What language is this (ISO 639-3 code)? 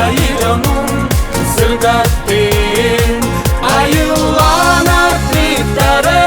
sah